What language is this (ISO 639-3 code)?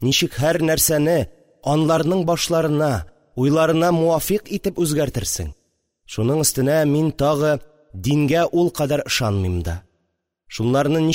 tat